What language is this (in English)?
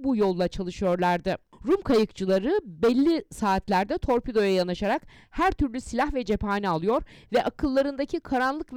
Turkish